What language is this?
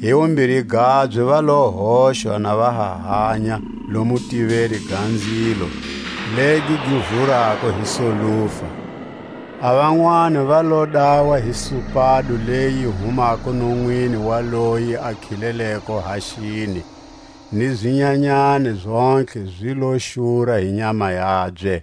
Tswa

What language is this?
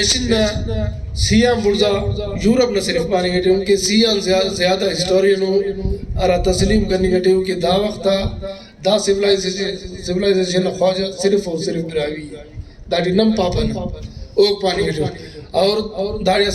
Brahui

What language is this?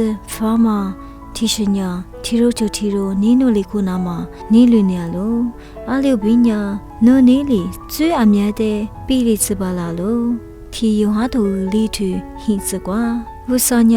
Lisu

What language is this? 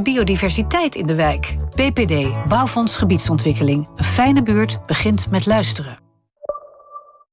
Dutch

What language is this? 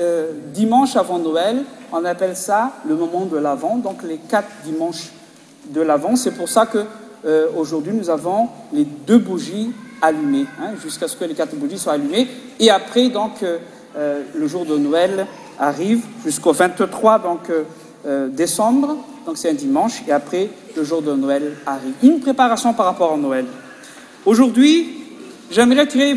French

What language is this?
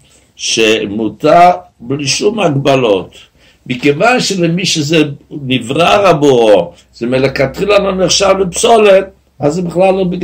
Hebrew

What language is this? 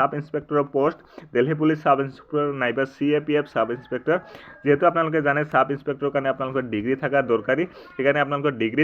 Assamese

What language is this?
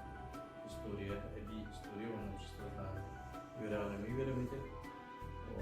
Yakut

